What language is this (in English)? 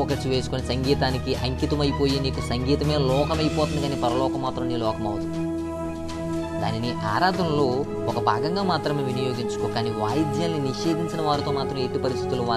Telugu